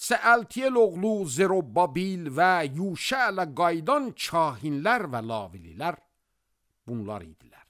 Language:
Azerbaijani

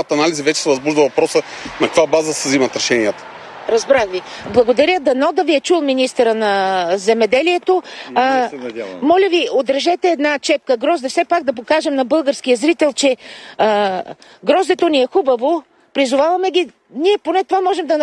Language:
Bulgarian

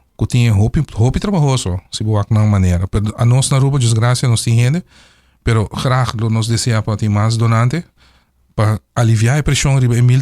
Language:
Papiamento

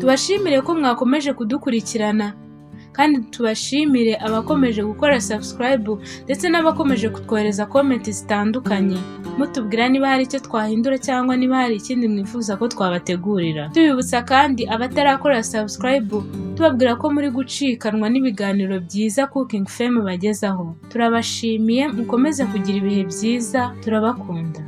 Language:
Kinyarwanda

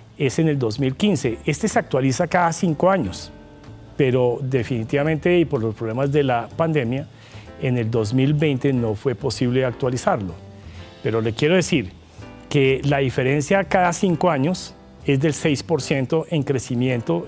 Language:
Spanish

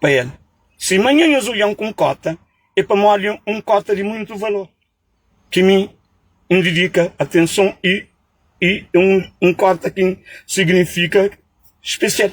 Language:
Kabuverdianu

